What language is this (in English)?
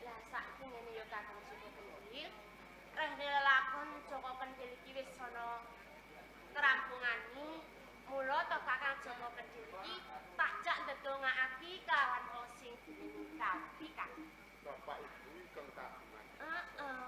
Javanese